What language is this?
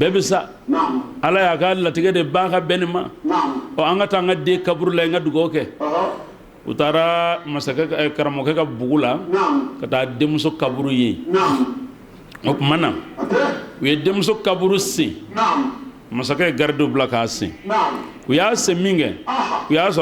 Bambara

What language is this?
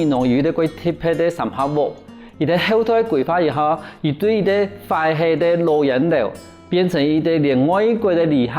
Hakka Chinese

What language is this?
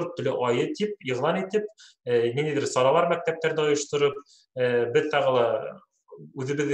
Bashkir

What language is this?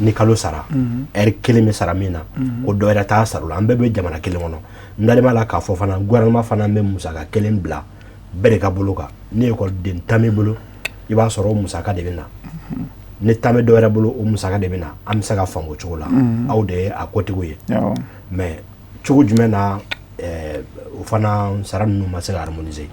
Bambara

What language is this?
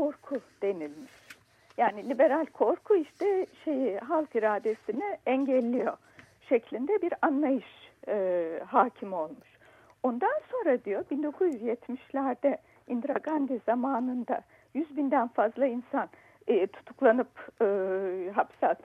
Turkish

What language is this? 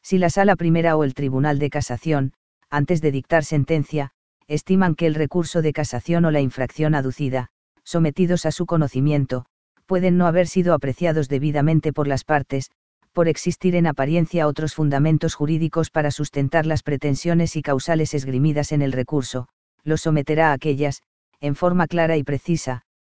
Spanish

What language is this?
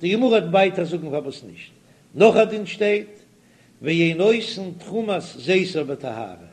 Yiddish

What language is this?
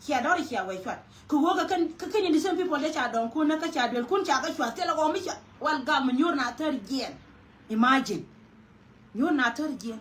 Nuer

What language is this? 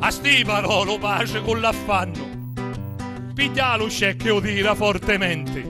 Sicilian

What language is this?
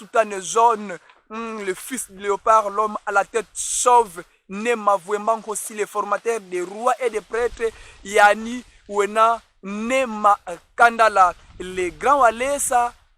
Kongo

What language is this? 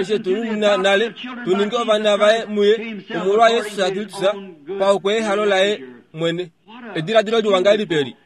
Kuanyama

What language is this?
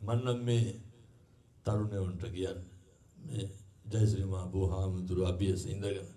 Sinhala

